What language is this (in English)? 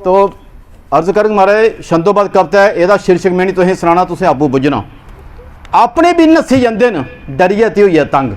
Dogri